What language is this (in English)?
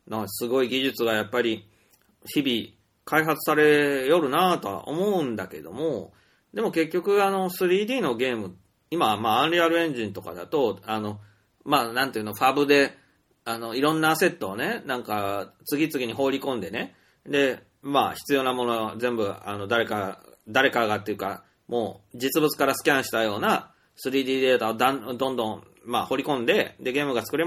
Japanese